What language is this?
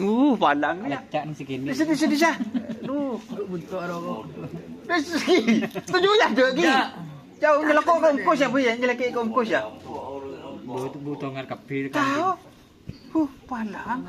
Madurese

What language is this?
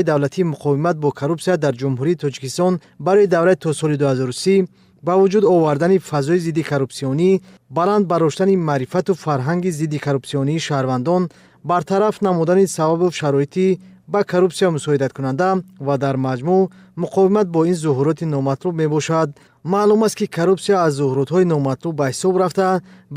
Tajik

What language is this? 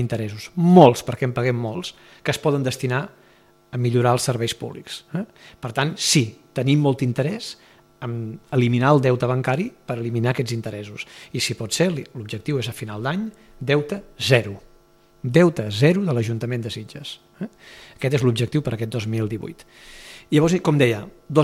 Catalan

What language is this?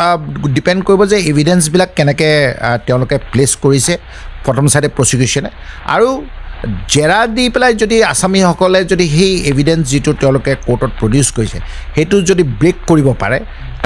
Assamese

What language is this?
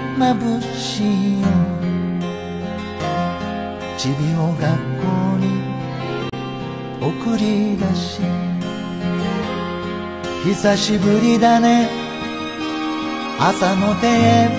Japanese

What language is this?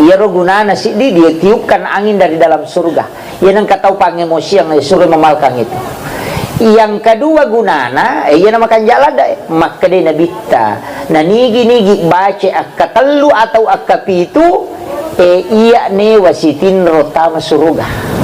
Buginese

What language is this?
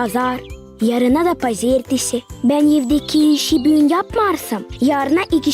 Gagauz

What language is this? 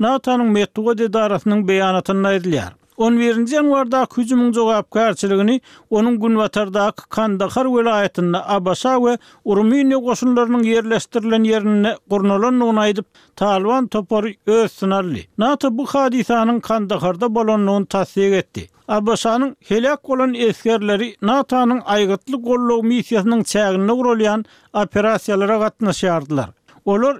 Turkmen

